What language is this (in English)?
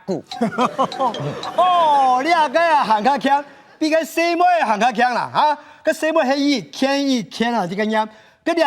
Hakka Chinese